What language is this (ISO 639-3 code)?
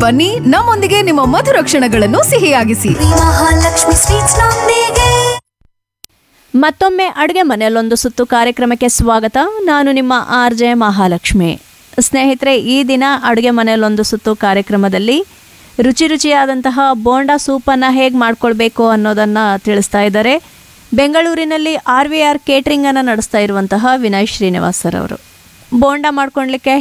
kan